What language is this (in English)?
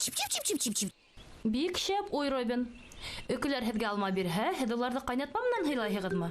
Bashkir